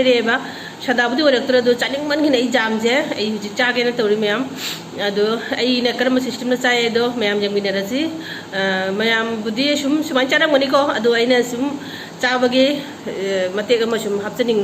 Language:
Manipuri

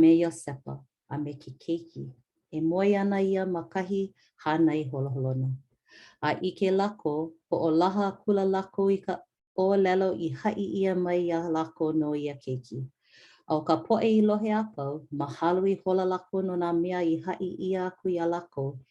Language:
Hawaiian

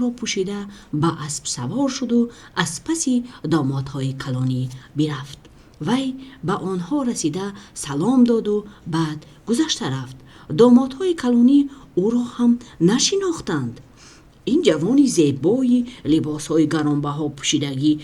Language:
Tajik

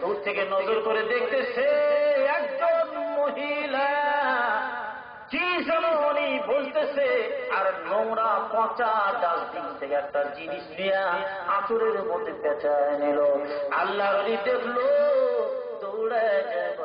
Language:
Bangla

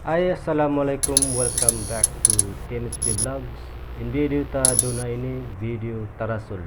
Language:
Tausug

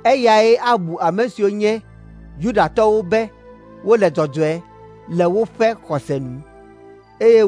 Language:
Ewe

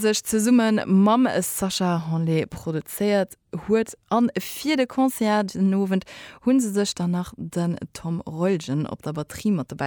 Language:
Luxembourgish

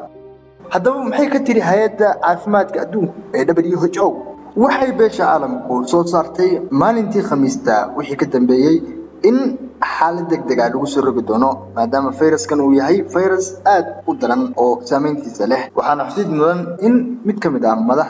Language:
Somali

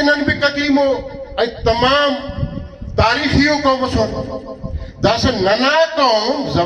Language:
Brahui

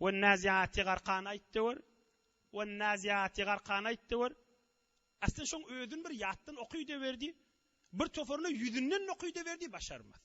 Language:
Turkmen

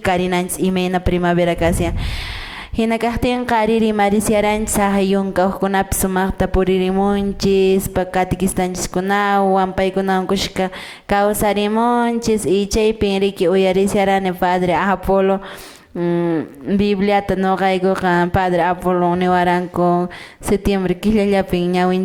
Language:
Quechua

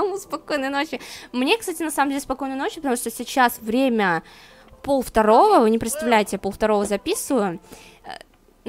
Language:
Russian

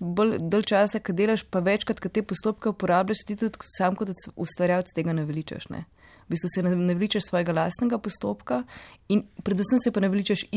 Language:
Slovenian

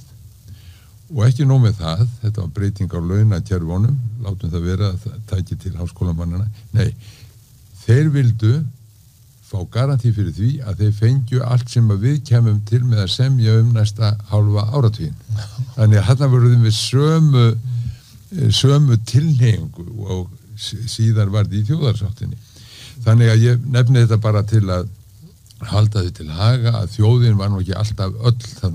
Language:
Icelandic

